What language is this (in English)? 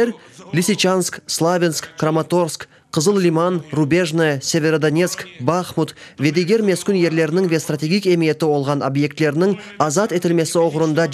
Crimean Tatar